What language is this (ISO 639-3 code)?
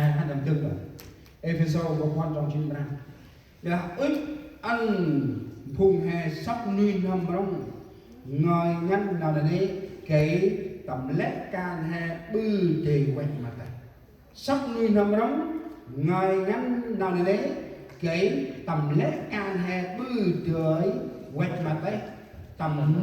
cmo